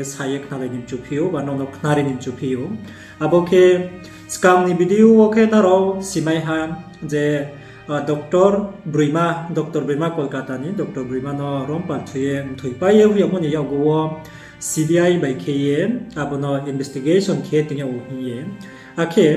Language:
Riang (India)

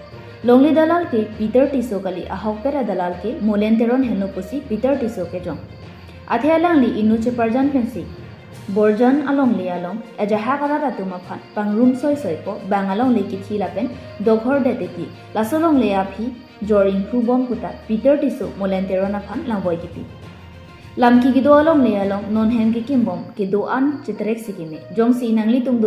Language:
Karbi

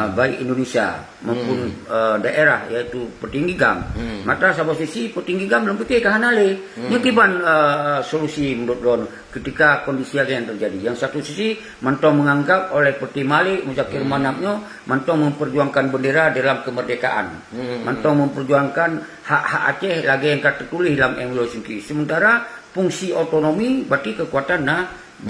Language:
Achinese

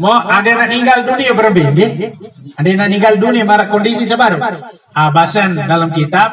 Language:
Sasak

